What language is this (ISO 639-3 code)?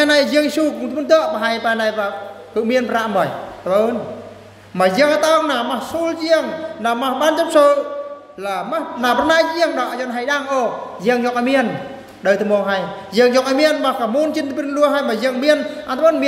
bru